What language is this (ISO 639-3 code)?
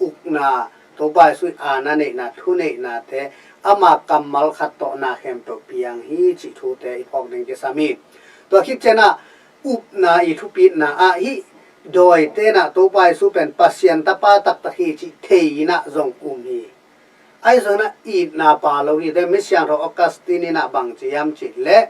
ctd